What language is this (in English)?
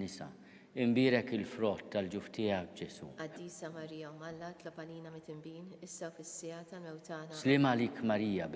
Maltese